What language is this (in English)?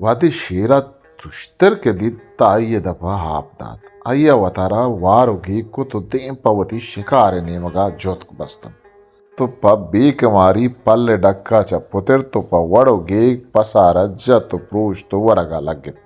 Eastern Balochi